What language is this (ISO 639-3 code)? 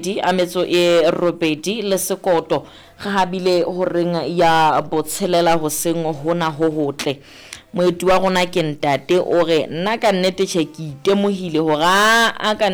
sot